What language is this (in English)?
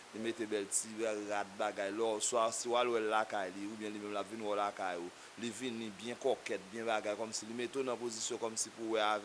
Haitian Creole